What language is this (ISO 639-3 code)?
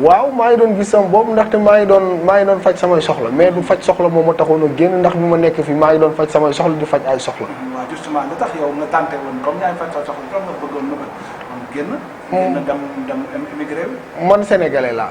wol